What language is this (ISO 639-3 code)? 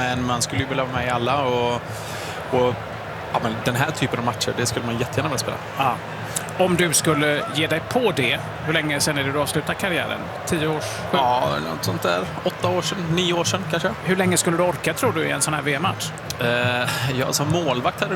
swe